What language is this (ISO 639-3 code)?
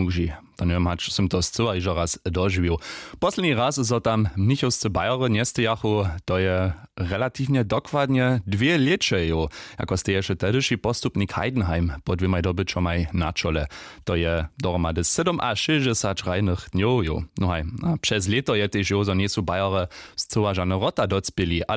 hsb